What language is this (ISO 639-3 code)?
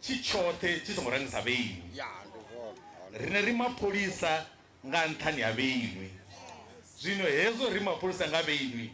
ven